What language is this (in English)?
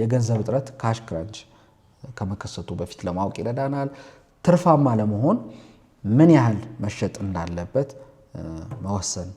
Amharic